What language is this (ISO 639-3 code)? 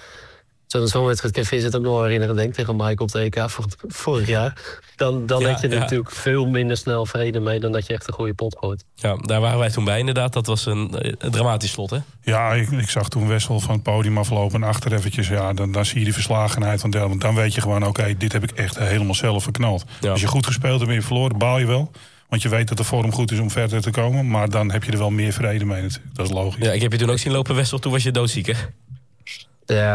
nld